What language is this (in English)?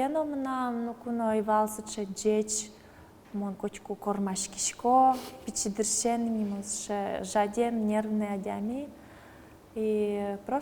Udmurt